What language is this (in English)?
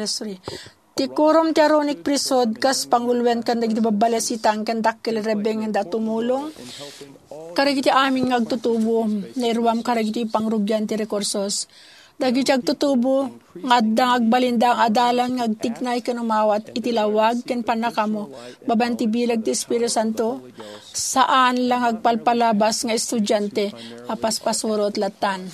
Iloko